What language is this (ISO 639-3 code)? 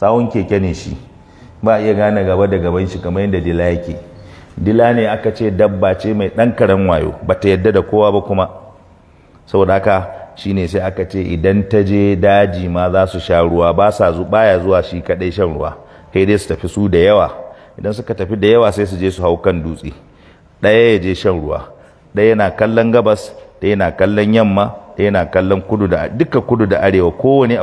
hau